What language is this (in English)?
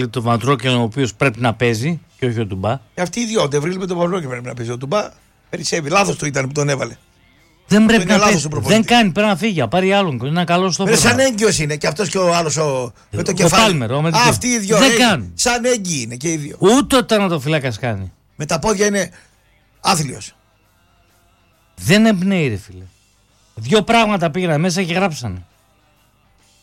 Greek